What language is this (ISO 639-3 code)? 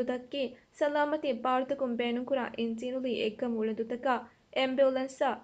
div